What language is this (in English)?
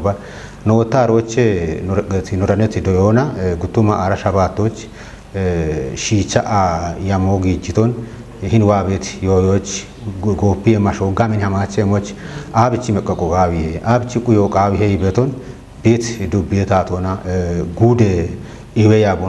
Kafa